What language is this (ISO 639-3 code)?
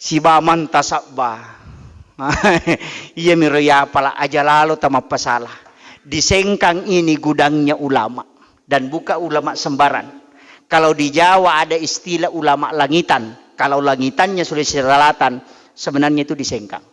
bug